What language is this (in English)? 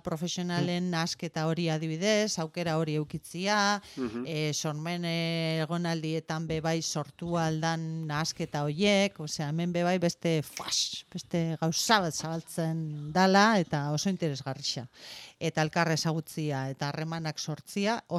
Basque